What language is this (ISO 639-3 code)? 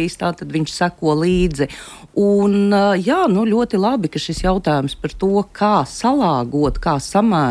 lav